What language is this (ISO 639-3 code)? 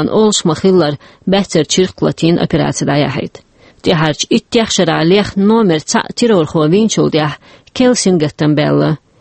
che